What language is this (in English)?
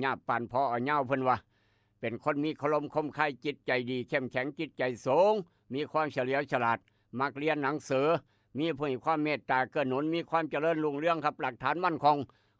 Northeastern Thai